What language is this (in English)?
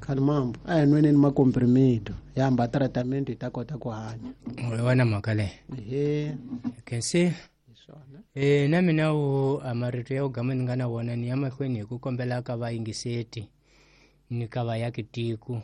Tsonga